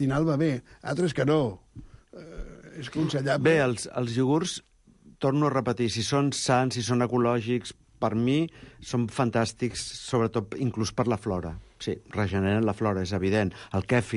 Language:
Catalan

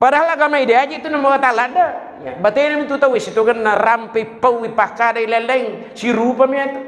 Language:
Buginese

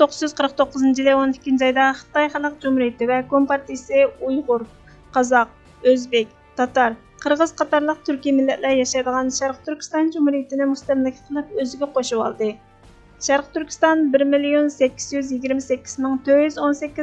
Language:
Uyghur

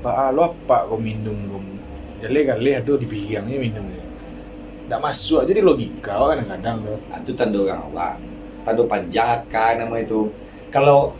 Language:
Minangkabau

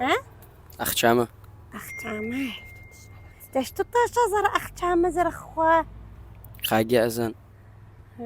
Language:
Adyghe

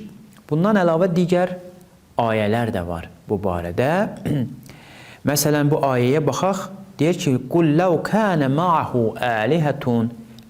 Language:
Azerbaijani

